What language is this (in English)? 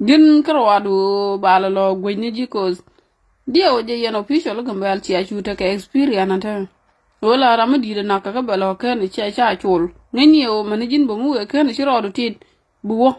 Nuer